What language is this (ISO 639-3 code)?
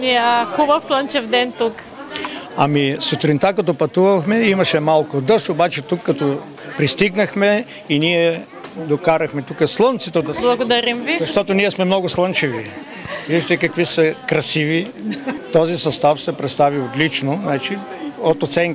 bul